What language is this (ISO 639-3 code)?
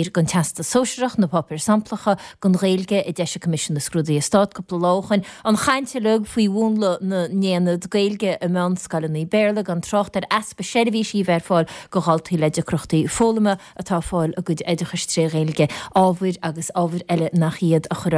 gle